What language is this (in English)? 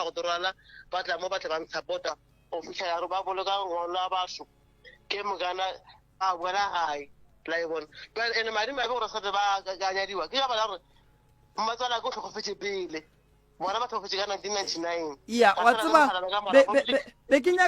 Northern Sotho